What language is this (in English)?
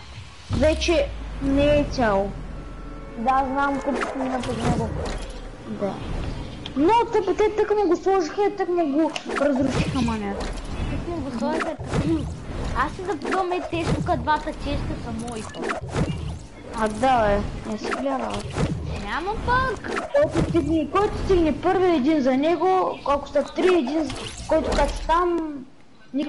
Bulgarian